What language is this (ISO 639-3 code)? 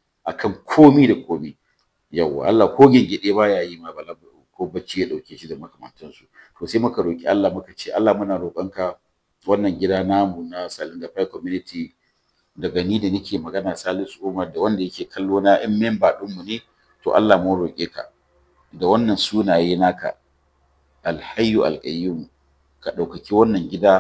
hau